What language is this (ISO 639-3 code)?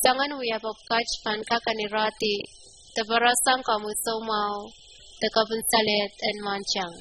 pon